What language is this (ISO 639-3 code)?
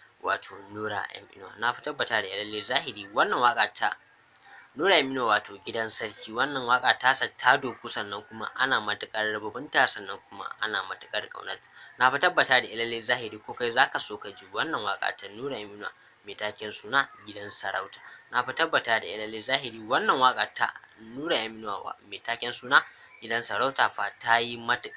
hau